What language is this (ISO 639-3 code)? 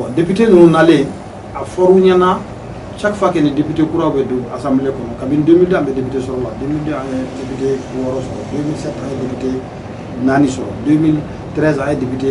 bam